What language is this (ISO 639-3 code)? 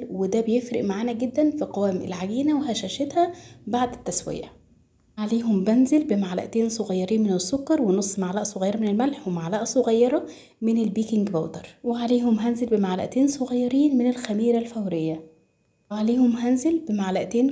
arz